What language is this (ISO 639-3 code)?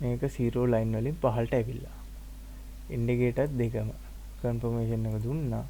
sin